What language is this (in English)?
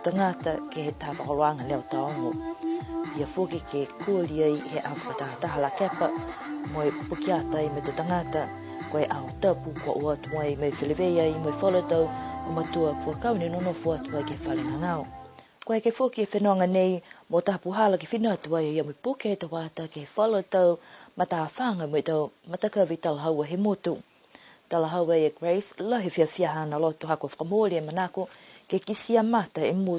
Niuean